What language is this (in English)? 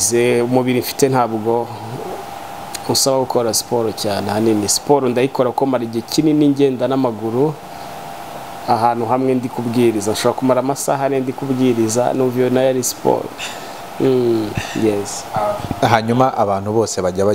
Kinyarwanda